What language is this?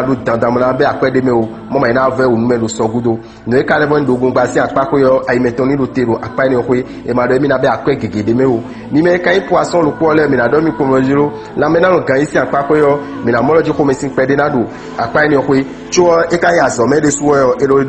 Fon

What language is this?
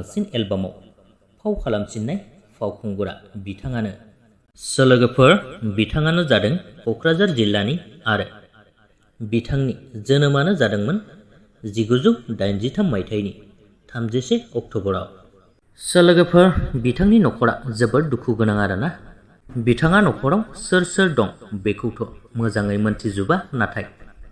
Bodo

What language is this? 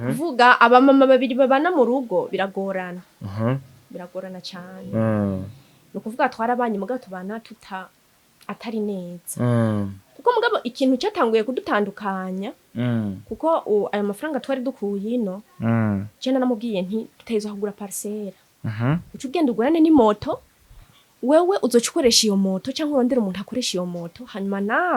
Rundi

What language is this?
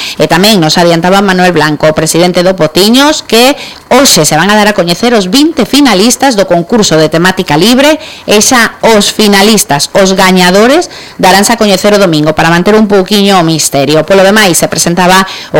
Galician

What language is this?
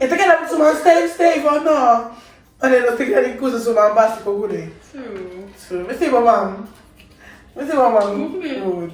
Papiamento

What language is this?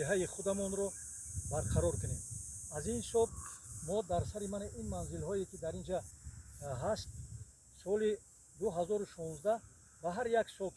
Tajik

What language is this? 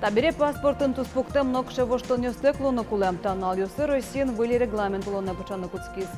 Udmurt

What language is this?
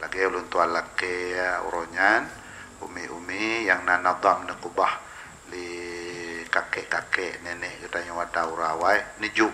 Achinese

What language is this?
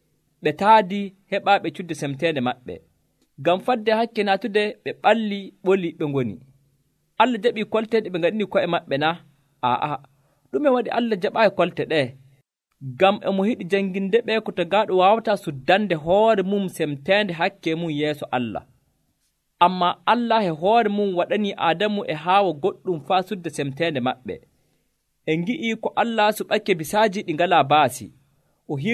Nigerian Fulfulde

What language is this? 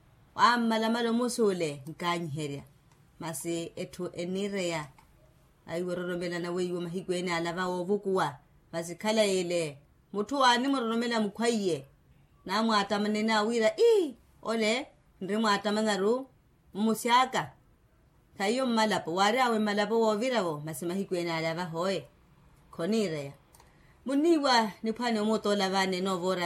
Makhuwa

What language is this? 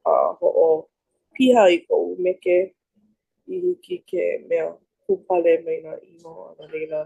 Hawaiian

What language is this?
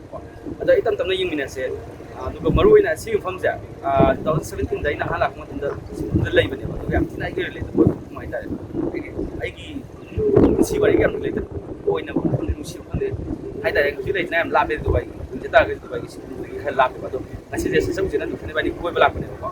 Manipuri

